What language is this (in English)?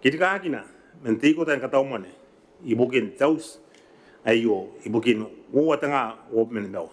Gilbertese